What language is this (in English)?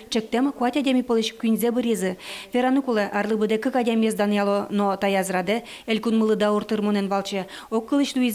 Udmurt